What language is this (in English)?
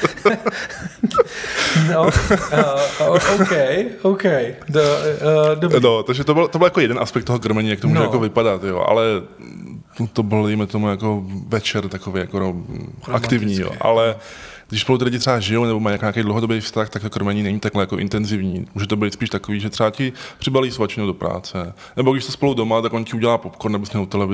Czech